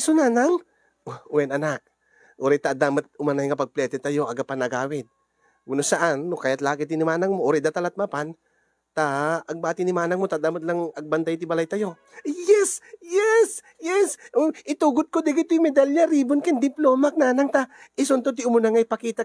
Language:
Iloko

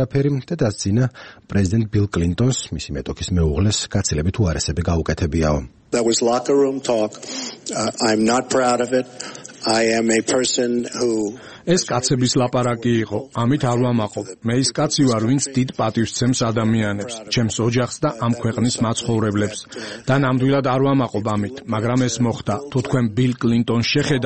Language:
Georgian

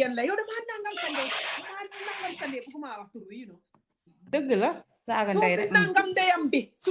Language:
Wolof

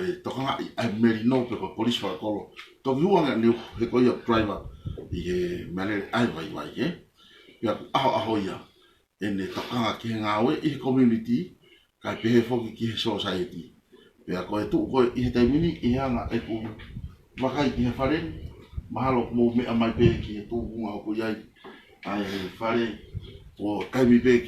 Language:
Tongan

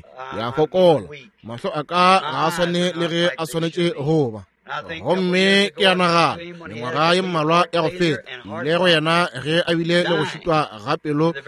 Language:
Northern Sotho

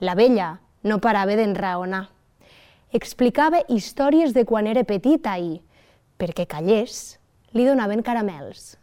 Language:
Catalan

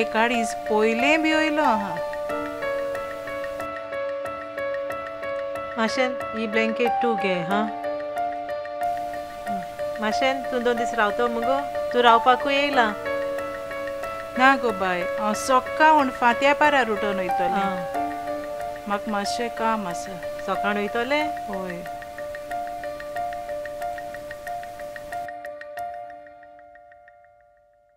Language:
Konkani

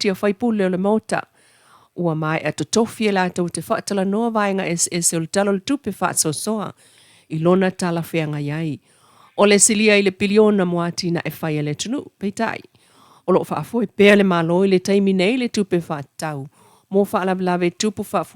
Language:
Samoan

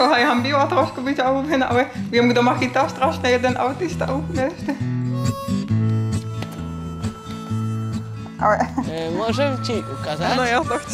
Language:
Slovak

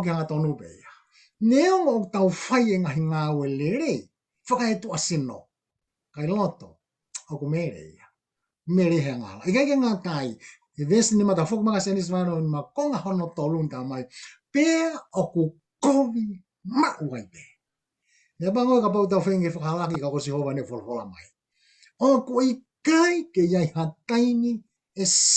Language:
Tongan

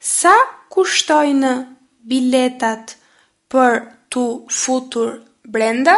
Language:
Albanian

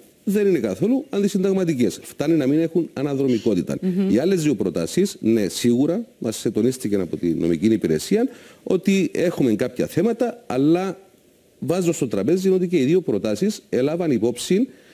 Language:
Greek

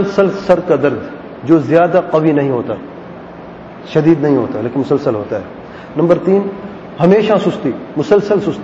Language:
Urdu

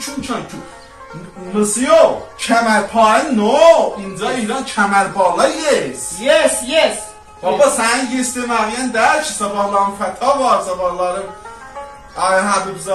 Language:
South Azerbaijani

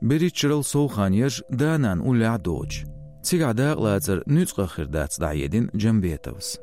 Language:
Chechen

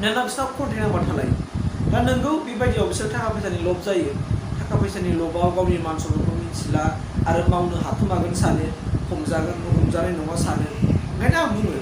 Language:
Bodo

